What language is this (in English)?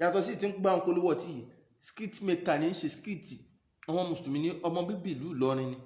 Yoruba